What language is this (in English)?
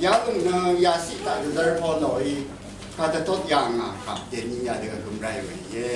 Rawang